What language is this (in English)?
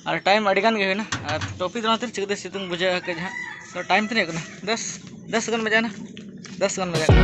Santali